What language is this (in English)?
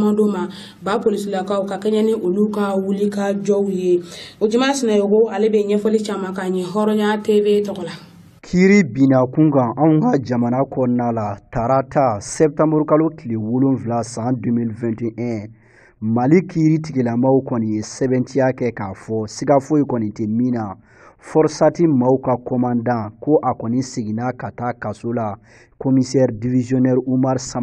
Bambara